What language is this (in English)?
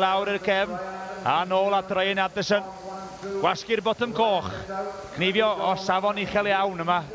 Welsh